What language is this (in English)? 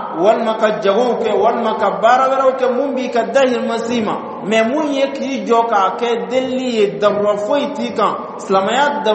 Dyula